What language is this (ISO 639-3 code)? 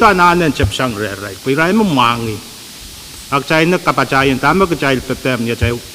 pon